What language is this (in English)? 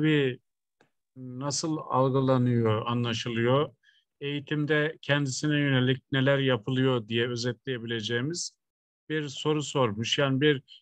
Turkish